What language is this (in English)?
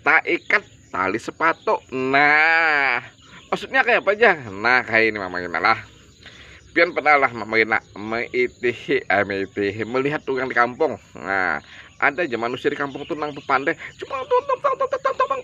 Banjar